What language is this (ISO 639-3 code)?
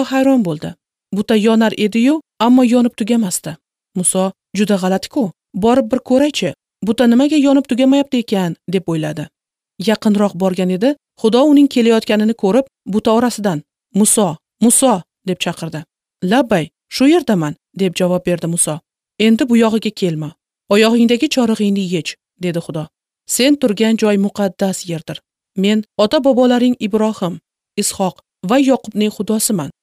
uzb